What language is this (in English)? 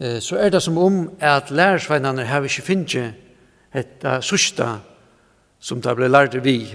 Faroese